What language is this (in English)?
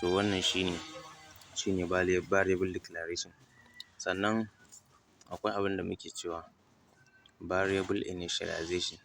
Hausa